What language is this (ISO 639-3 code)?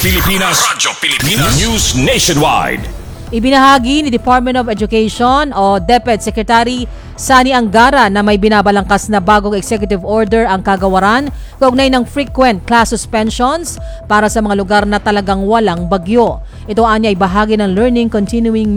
fil